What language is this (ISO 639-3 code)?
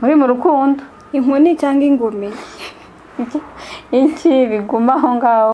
kin